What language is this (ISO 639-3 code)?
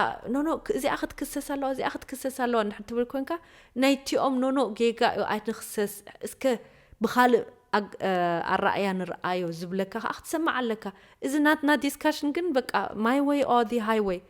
tir